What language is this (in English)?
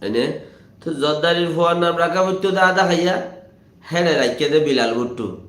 Rohingya